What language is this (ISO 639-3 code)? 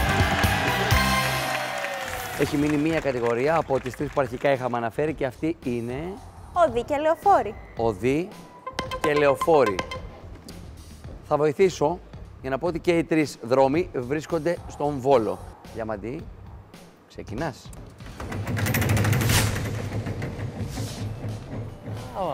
ell